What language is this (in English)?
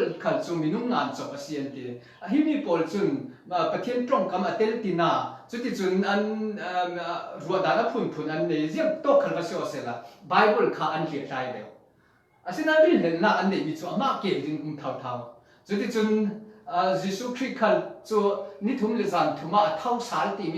Falam Chin